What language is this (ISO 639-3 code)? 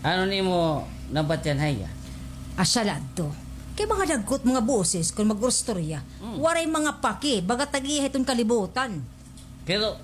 war